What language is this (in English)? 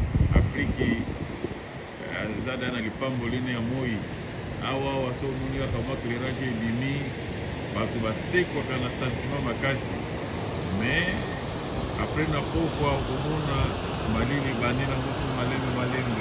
Lingala